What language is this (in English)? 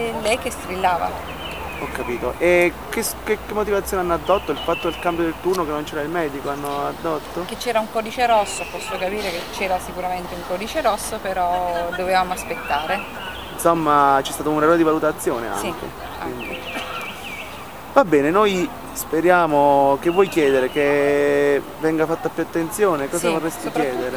Italian